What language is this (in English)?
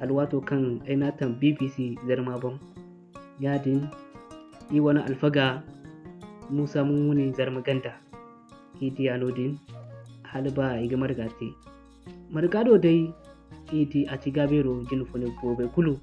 Zarma